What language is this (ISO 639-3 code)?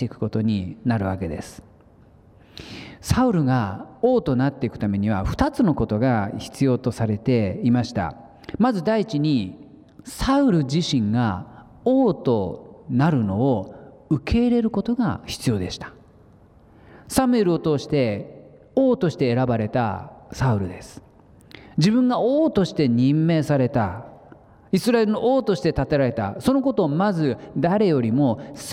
jpn